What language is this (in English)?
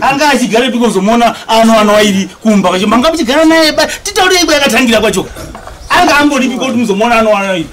Shona